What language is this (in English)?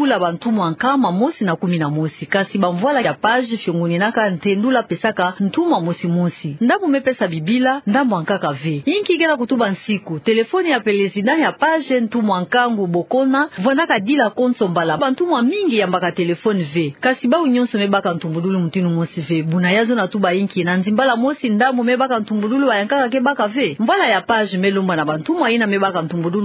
Kituba (Democratic Republic of Congo)